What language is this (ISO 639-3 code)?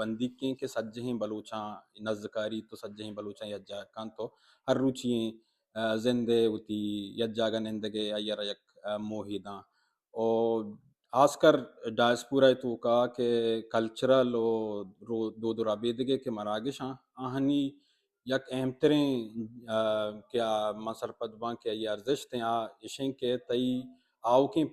bal